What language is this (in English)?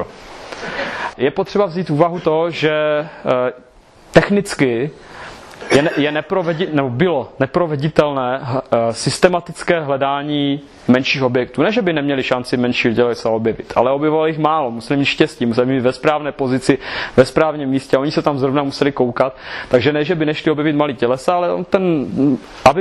Czech